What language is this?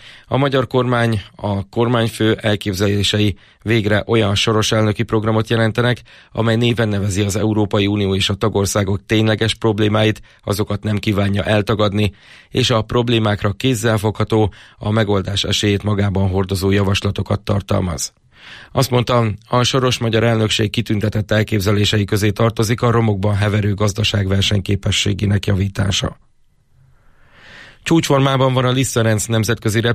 Hungarian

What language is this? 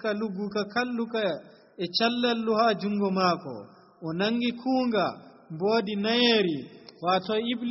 Nigerian Fulfulde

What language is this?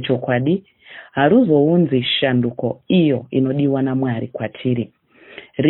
Shona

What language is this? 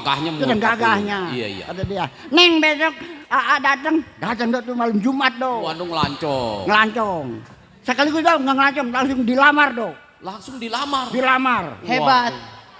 Betawi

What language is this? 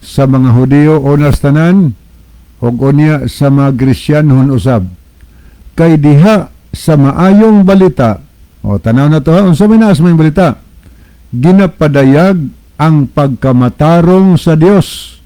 Cebuano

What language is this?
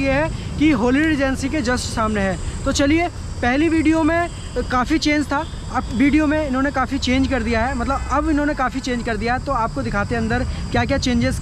Hindi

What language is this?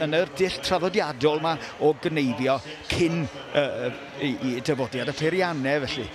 Welsh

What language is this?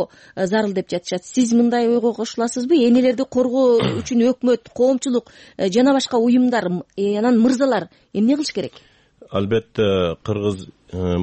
Kyrgyz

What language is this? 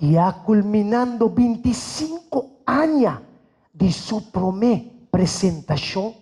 Papiamento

